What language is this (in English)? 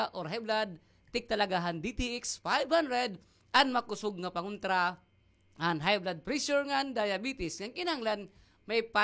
Waray